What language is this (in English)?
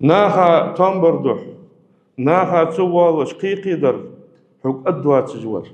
Ingush